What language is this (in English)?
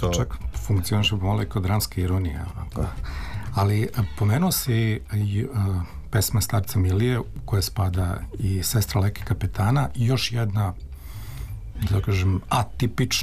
Serbian